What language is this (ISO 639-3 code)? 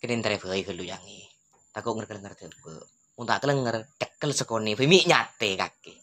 mad